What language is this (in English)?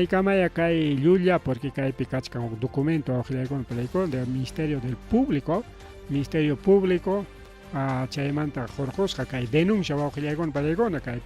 Ayacucho Quechua